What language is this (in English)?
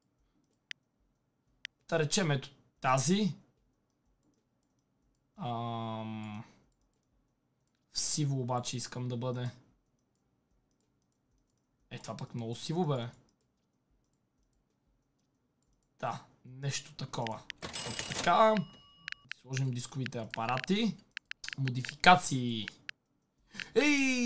Bulgarian